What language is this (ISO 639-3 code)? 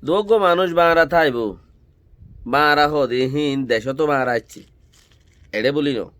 rhg